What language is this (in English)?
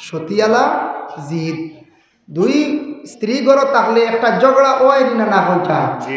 Sylheti